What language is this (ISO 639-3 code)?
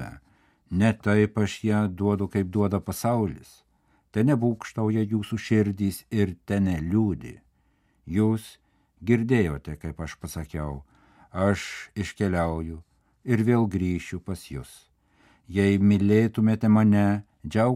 lit